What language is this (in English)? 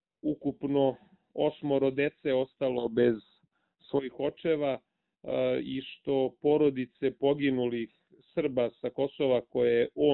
Serbian